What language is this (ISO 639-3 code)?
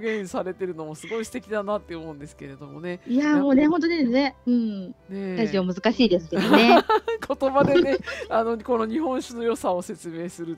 jpn